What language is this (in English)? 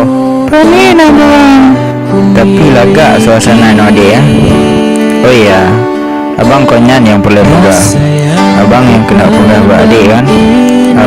Achinese